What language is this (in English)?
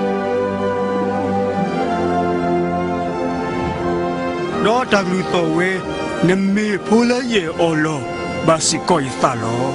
S'gaw Karen